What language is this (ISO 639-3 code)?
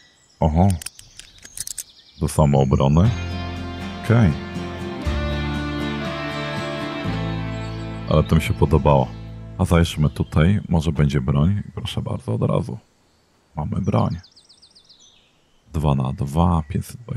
pol